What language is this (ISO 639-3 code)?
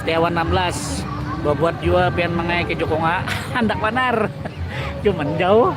bjn